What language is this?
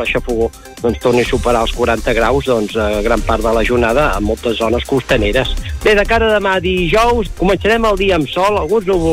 Catalan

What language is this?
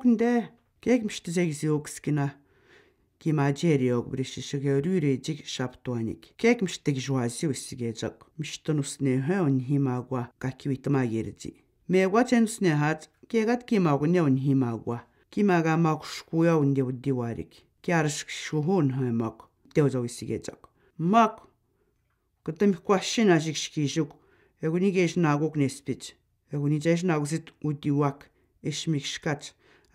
Atikamekw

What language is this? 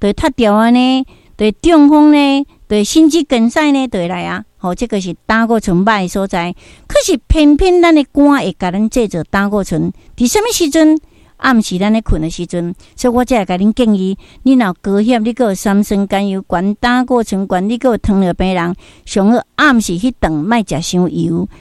Min Nan Chinese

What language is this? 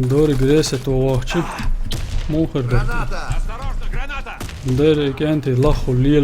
Chechen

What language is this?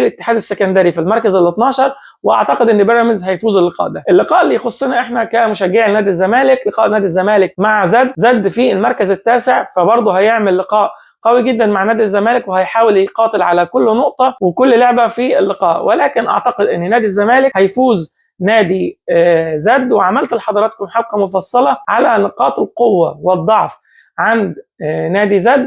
Egyptian Arabic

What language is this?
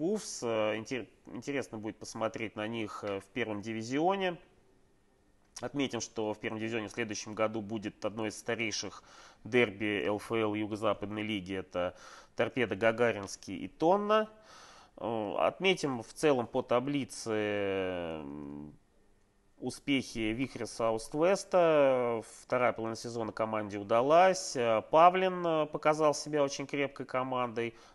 Russian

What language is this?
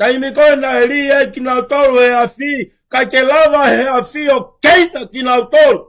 Tongan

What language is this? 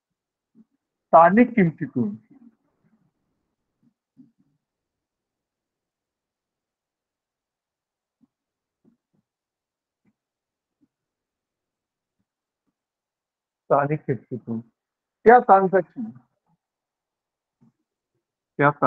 Marathi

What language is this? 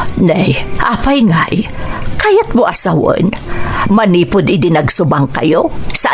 Iloko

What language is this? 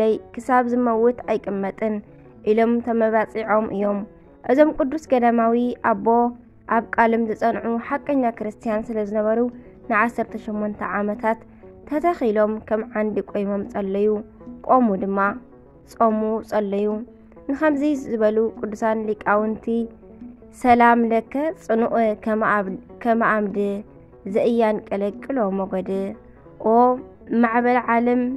Tigrinya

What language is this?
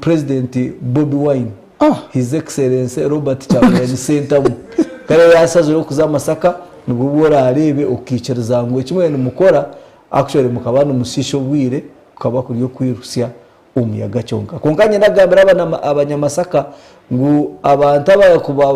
Nyankole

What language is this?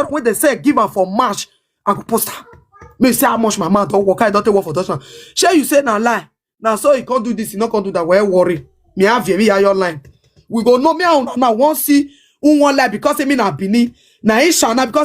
Nigerian Pidgin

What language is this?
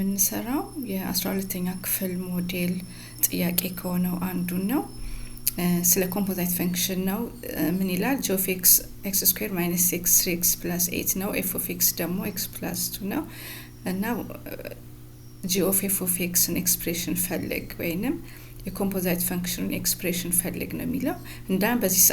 Amharic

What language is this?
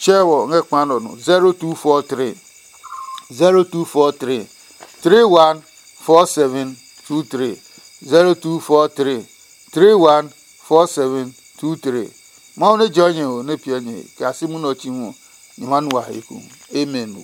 Adangme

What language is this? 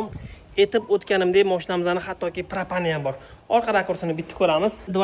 Uzbek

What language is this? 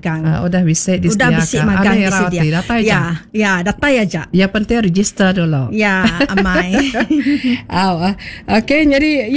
Iban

